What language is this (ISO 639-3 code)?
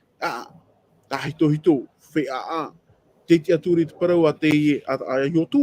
tah